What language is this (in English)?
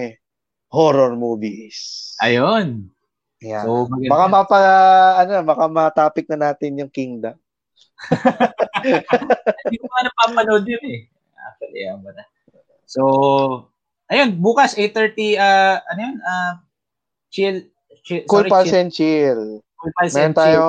Filipino